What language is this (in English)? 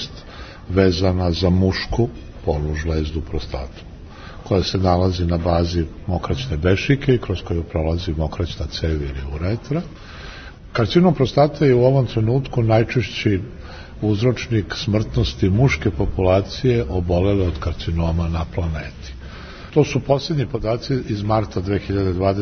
Serbian